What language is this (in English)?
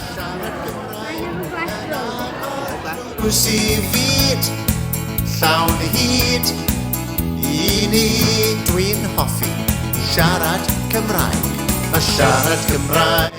Welsh